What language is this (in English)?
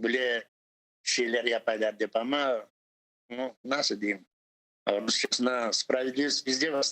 Crimean Tatar